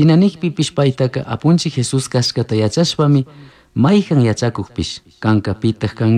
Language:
Chimborazo Highland Quichua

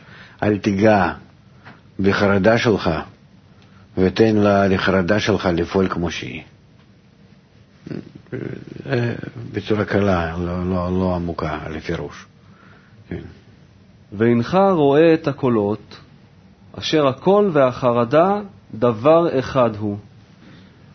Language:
Hebrew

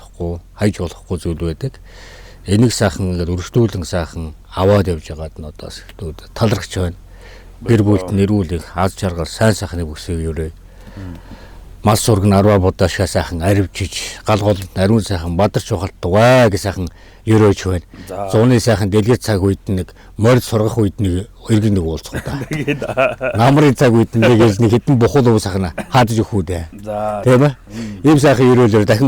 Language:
Mongolian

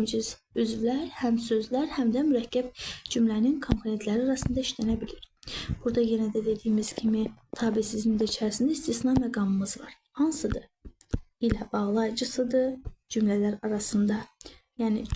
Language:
Azerbaijani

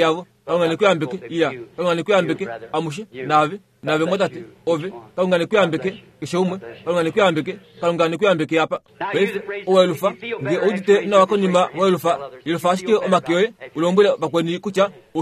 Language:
Kuanyama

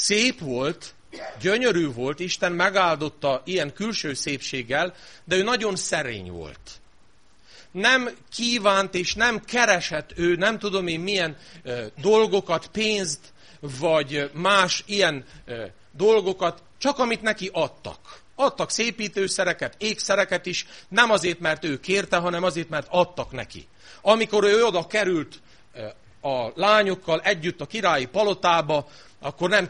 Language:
Hungarian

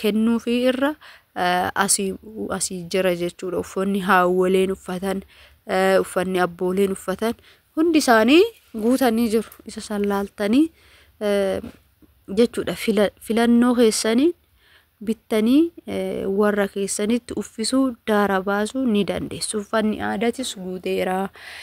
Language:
Oromo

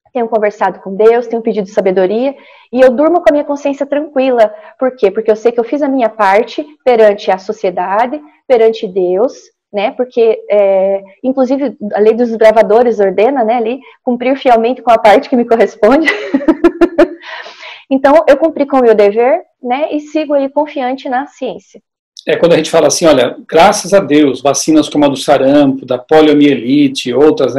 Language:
Portuguese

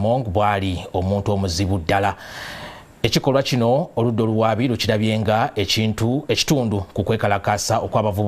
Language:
Ganda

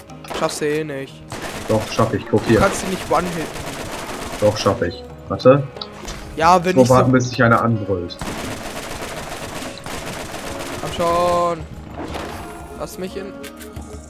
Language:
German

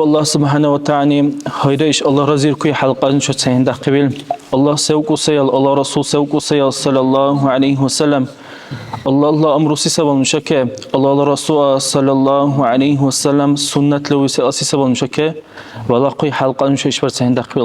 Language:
Dargwa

